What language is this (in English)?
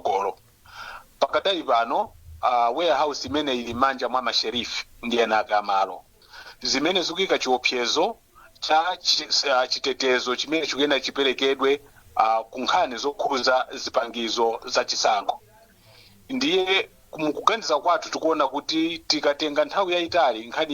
Nyanja